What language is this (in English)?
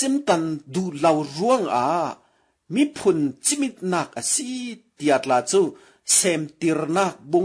Falam Chin